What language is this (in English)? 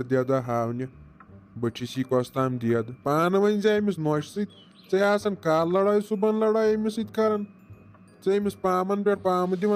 Kashmiri